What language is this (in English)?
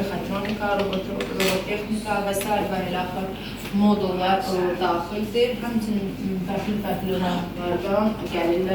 Azerbaijani